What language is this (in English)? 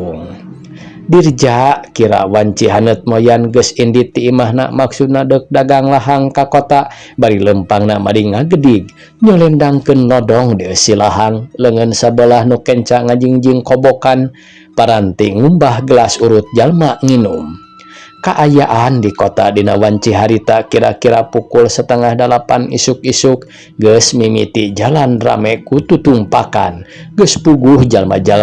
Sundanese